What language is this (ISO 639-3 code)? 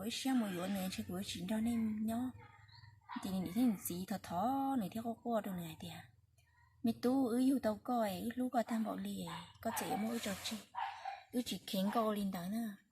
hmn